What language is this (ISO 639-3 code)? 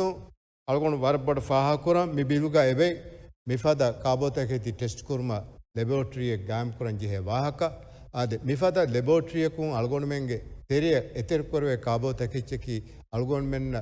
div